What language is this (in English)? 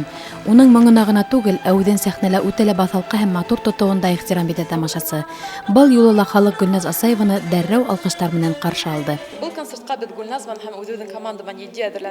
Bashkir